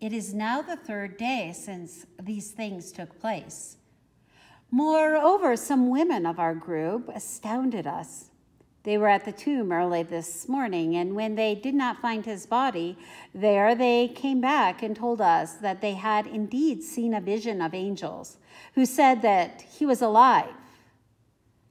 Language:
English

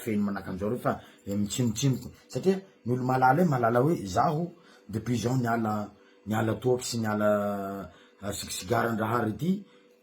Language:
Malagasy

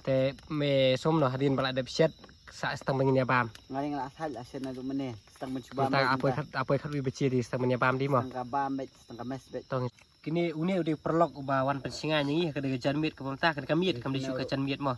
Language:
Khasi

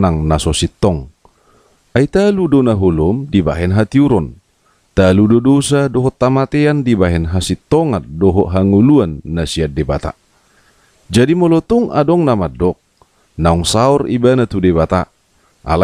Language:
Batak Toba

